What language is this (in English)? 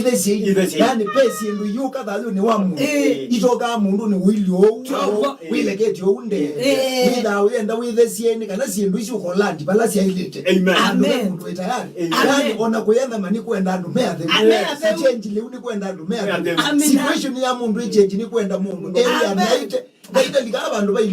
Kamba